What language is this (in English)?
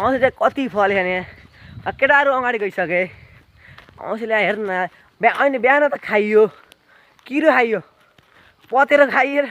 Nepali